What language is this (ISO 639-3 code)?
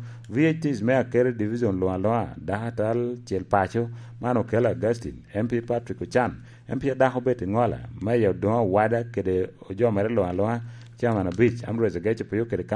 laj